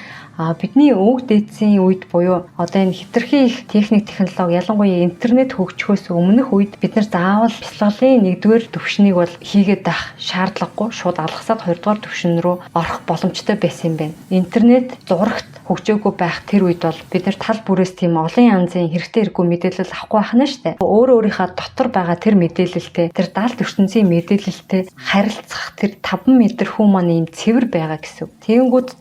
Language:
Mongolian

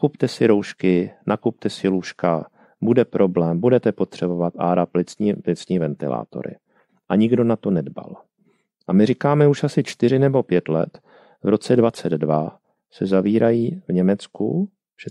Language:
Czech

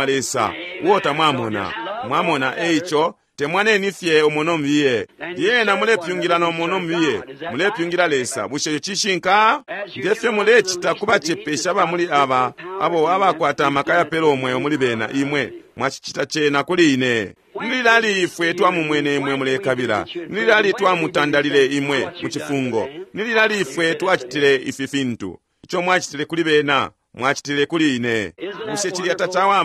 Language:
Bemba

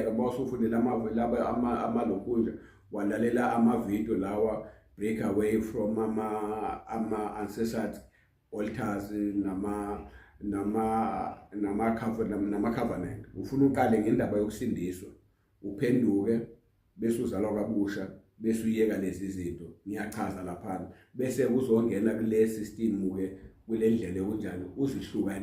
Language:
Zulu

